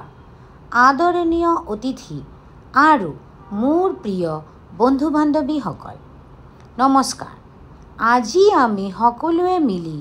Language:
Assamese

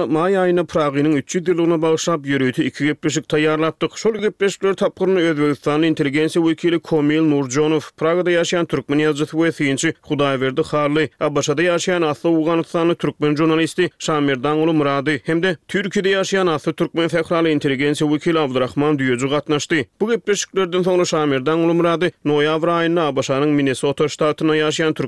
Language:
Turkmen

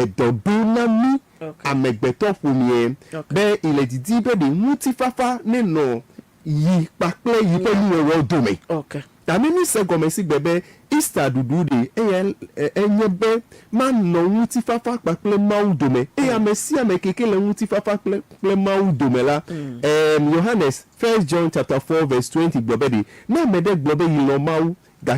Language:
Ewe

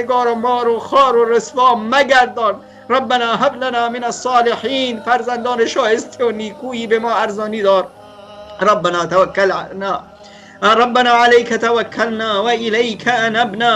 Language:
Persian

